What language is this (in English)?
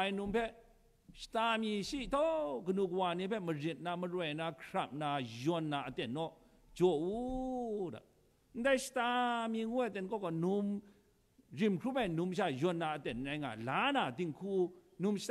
Kachin